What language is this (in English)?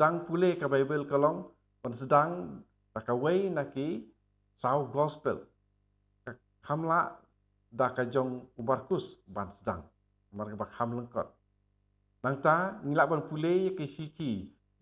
Khasi